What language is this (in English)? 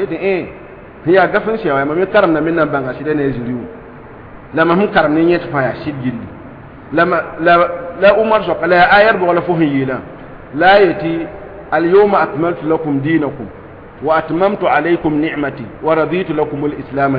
Mossi